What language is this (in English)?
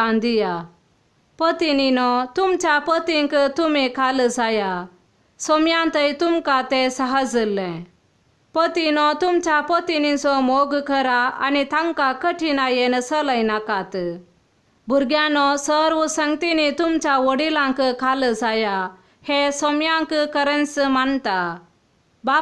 Konkani